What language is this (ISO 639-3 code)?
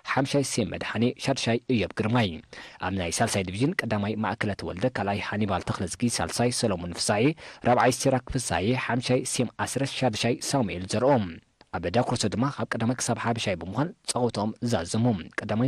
tir